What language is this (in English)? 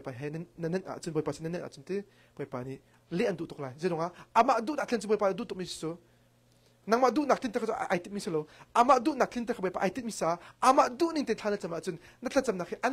Hakha Chin